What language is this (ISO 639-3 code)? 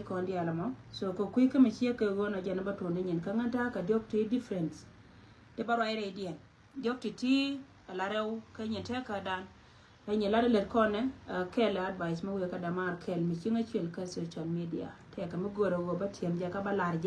nus